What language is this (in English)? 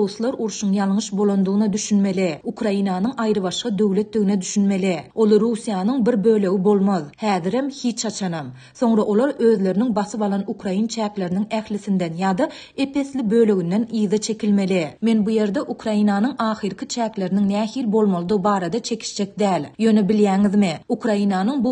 Turkmen